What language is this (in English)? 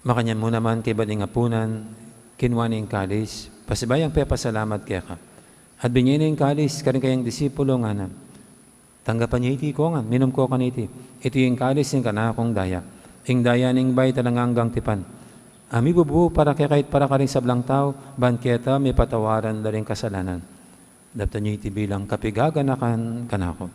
Pampanga